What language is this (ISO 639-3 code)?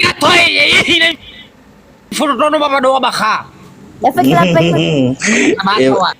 nia